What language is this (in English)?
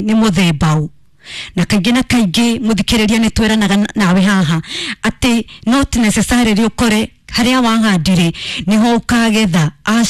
Kikuyu